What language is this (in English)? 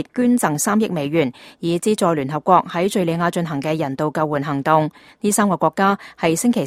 Cantonese